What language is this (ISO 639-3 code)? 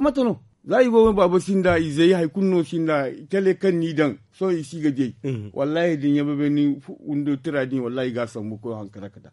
dje